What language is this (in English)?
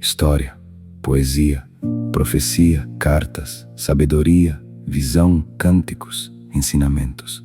Kabuverdianu